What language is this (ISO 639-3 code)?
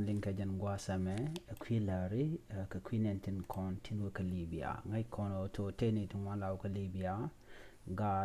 nus